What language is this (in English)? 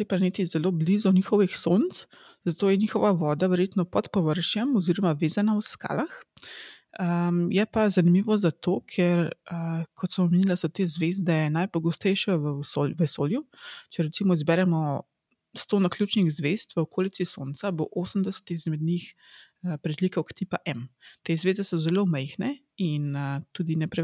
Slovenian